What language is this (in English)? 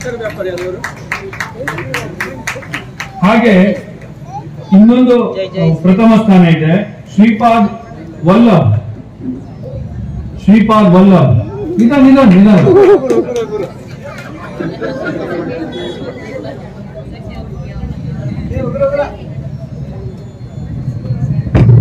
Kannada